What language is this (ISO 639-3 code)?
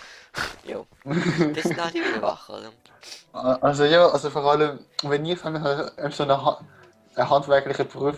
gsw